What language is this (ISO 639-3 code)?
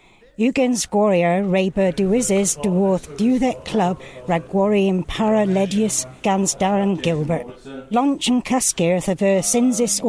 cor